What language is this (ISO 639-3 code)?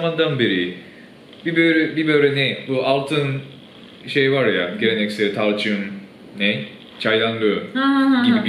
tur